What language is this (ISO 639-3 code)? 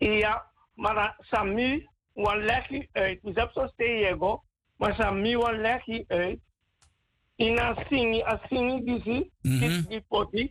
srn